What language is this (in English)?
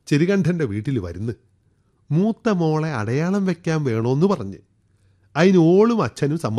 Malayalam